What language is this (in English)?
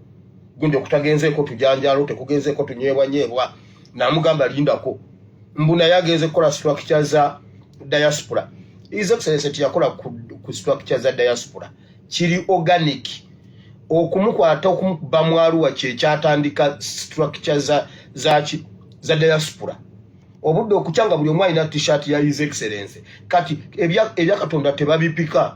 Ganda